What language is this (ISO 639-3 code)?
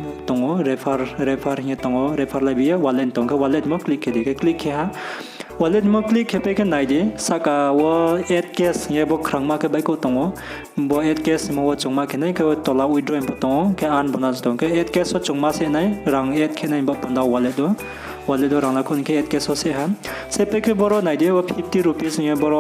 ria